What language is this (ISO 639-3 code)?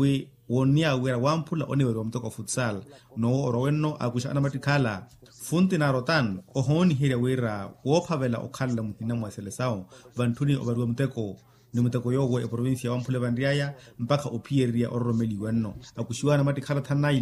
vmw